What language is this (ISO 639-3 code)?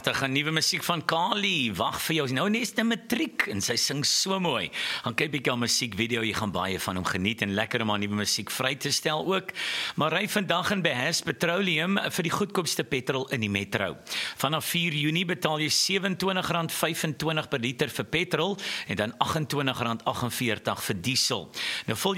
afr